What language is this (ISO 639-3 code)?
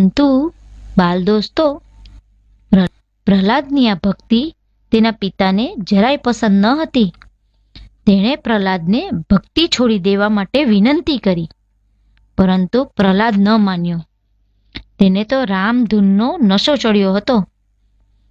guj